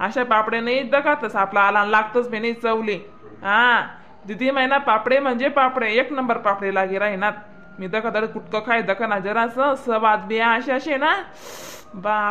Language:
Khandesi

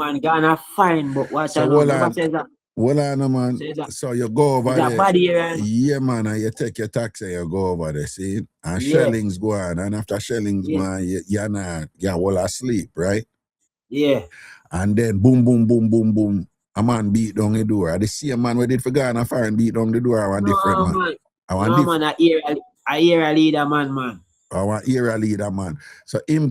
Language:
Jamaican Creole English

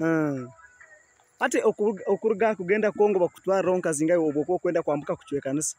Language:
Nyankole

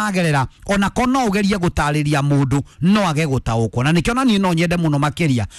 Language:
Kikuyu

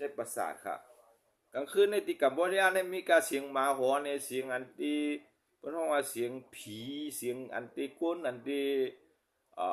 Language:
Shan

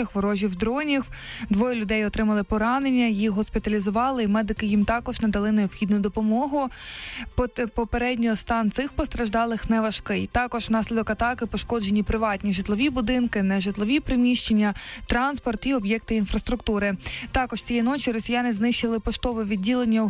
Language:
Ukrainian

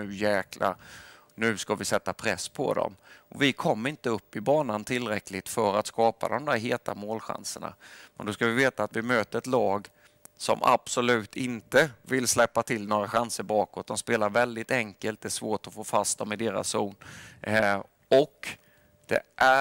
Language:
Swedish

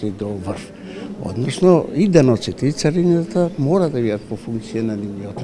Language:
Macedonian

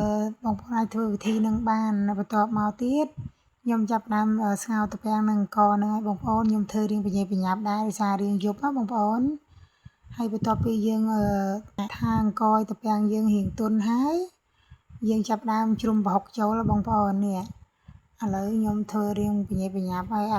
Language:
Khmer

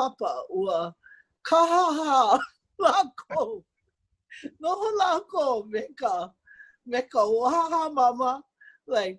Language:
Hawaiian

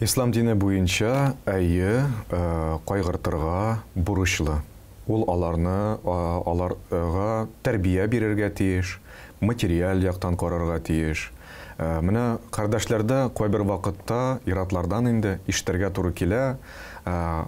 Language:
Tatar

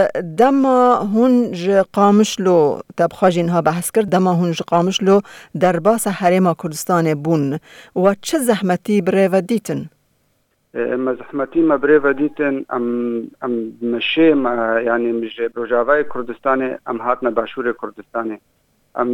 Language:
Kurdish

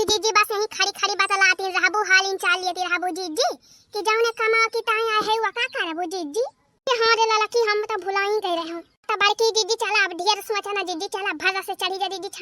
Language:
Awadhi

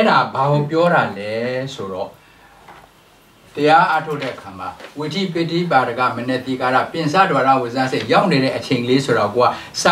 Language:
Burmese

